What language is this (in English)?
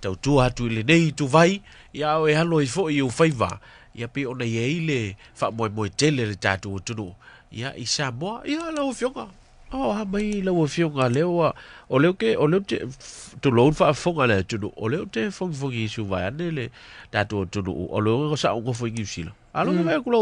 Samoan